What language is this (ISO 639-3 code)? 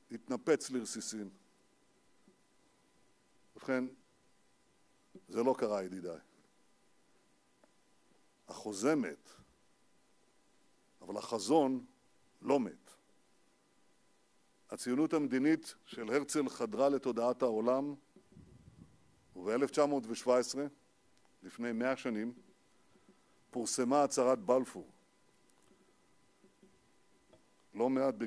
heb